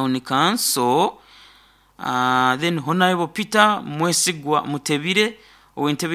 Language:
Nyoro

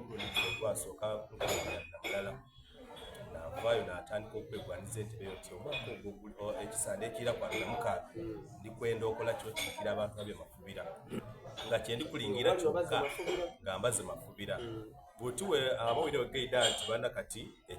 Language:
Soga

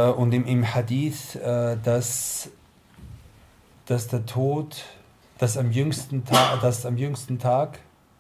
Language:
German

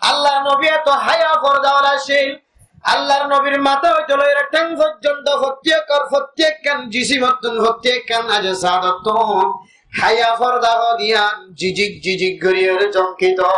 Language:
Rohingya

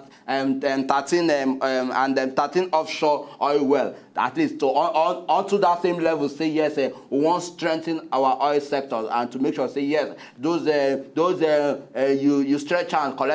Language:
Nigerian Pidgin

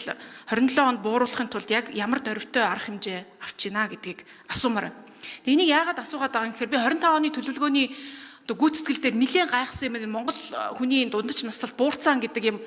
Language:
Mongolian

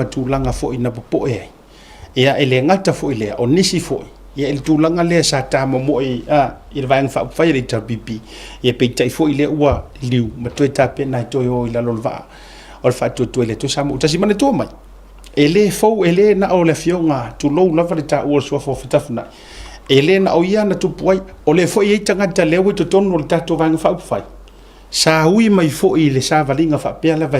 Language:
Samoan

